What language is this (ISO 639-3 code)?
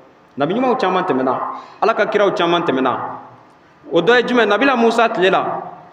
bam